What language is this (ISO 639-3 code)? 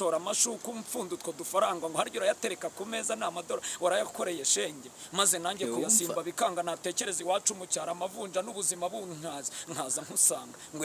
kin